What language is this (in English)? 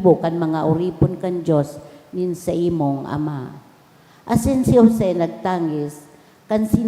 Bikol